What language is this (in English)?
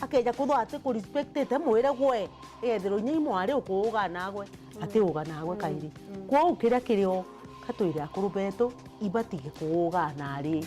Meru